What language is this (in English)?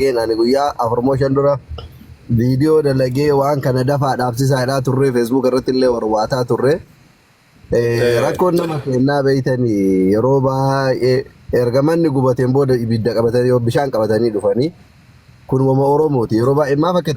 Oromo